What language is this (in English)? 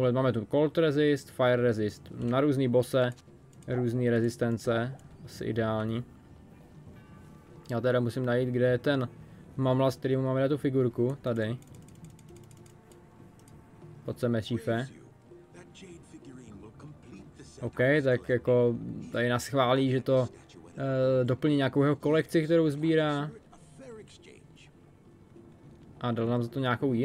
Czech